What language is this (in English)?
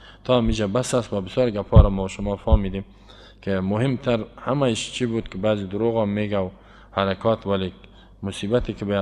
Persian